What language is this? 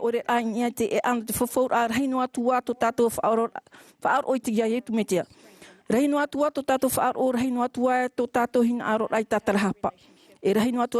Tahitian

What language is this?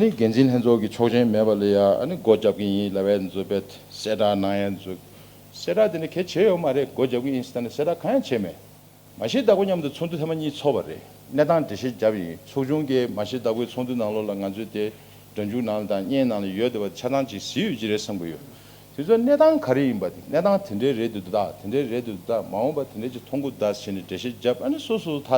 Tibetan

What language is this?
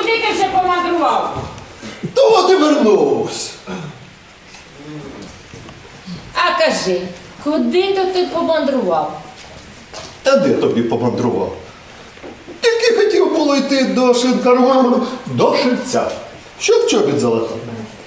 Ukrainian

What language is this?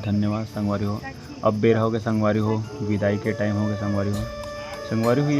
Chhattisgarhi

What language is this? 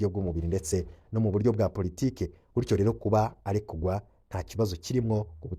Rundi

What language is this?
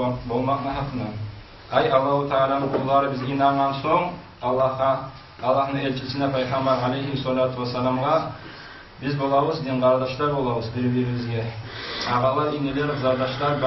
Kumyk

